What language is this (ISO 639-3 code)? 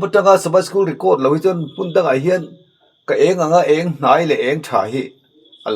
lus